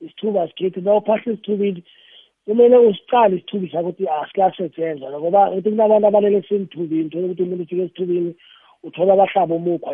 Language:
South Ndebele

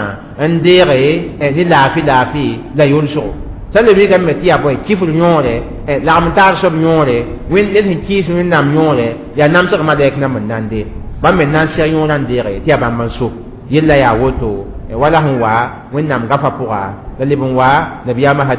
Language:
Mossi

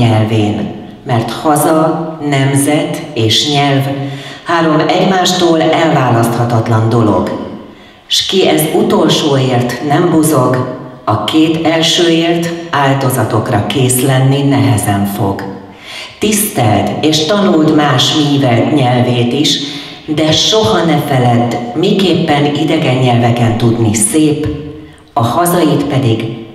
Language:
Hungarian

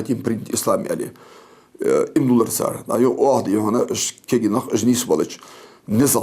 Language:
Ingush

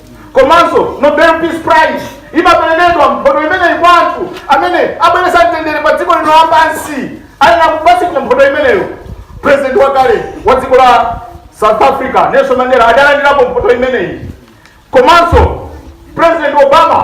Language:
Nyanja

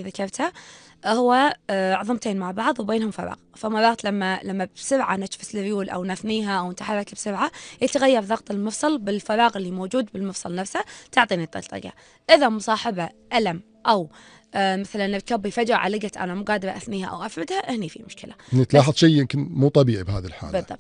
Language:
Gulf Arabic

